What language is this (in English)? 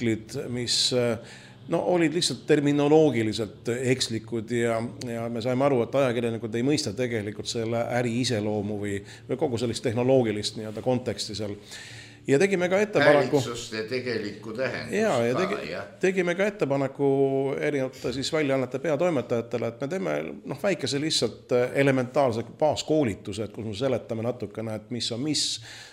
Estonian